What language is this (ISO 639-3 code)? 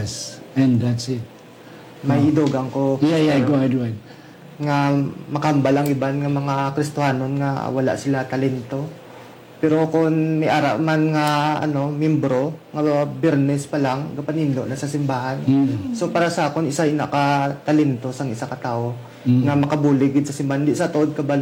hil